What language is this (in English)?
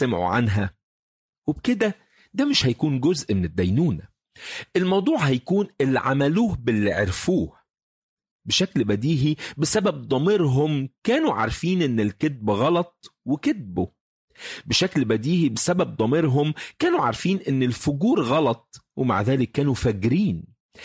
Egyptian Arabic